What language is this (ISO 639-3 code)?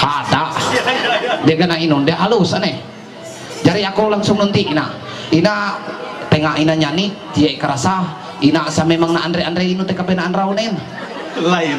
mhy